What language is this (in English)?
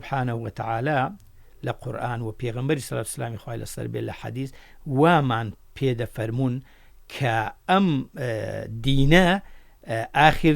Central Kurdish